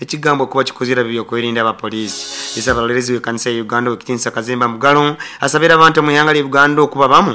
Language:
Nyoro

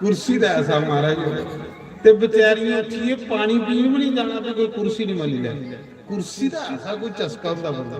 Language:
Dogri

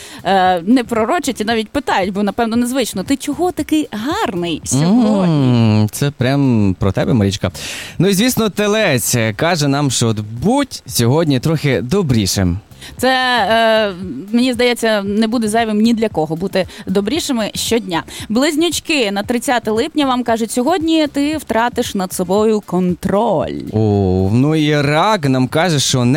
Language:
Ukrainian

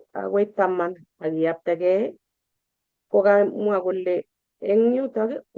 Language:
Kalenjin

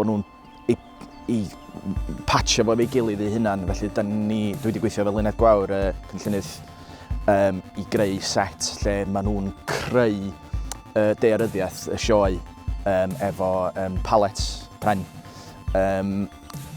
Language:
Welsh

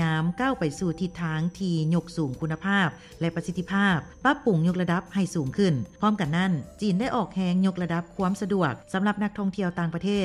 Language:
Lao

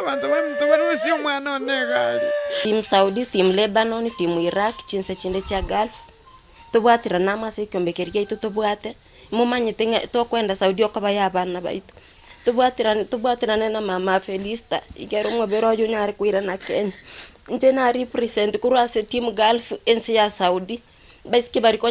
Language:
Gusii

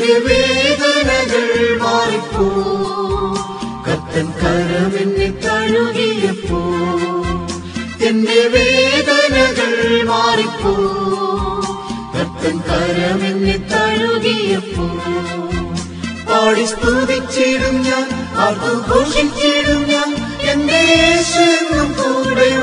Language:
Malayalam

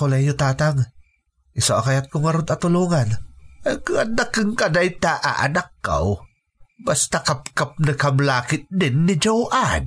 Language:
Iloko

